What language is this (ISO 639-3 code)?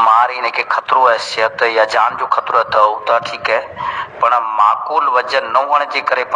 snd